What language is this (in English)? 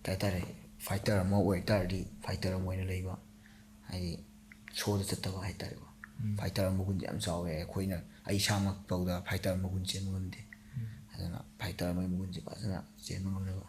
Manipuri